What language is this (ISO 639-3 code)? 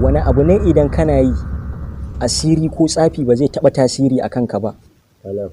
hau